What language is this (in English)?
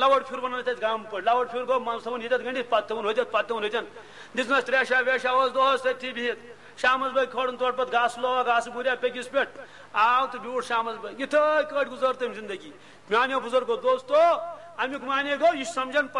Kashmiri